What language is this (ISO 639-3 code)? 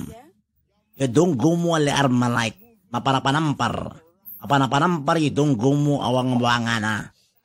itv